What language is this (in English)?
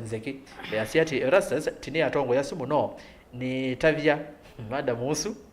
Kamba